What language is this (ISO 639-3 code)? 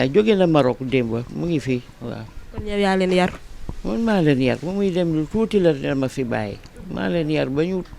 wol